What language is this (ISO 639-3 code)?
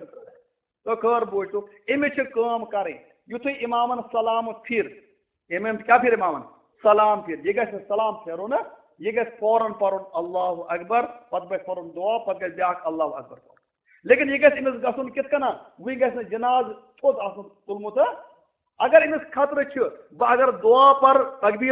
kas